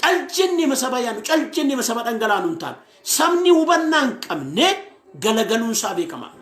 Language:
Oromo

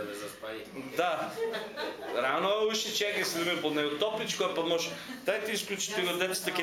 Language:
Macedonian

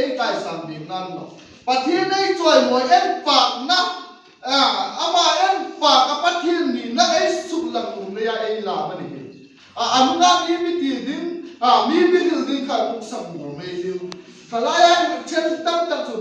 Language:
Hmar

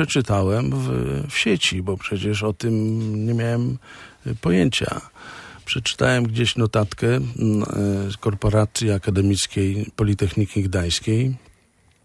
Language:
Polish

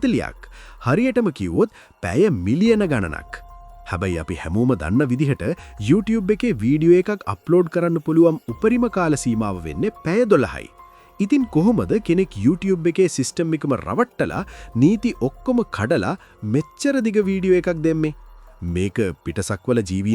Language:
Sinhala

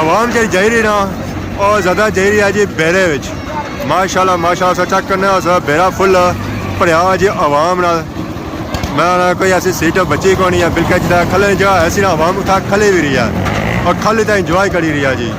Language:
Pahari-Potwari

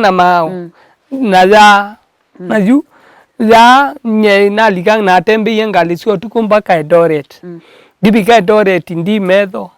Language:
Kamba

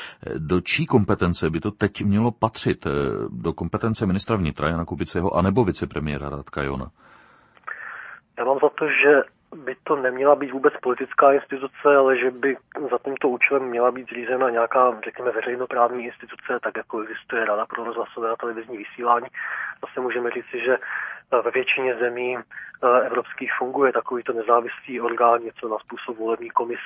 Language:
Czech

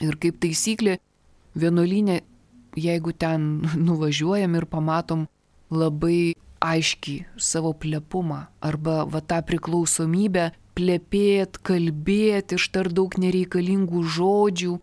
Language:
Lithuanian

